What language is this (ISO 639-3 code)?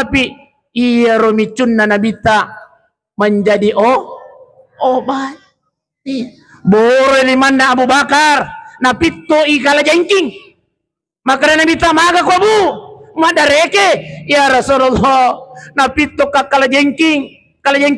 bug